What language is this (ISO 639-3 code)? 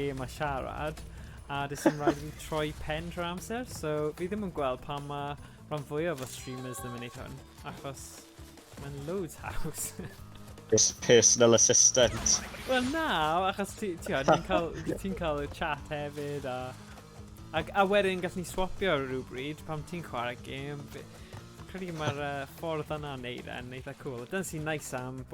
cym